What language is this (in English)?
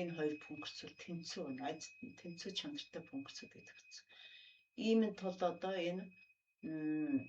Mongolian